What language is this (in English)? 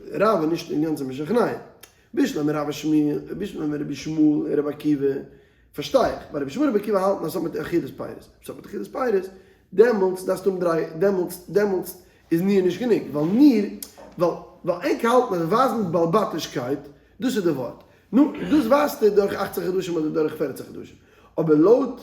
Yiddish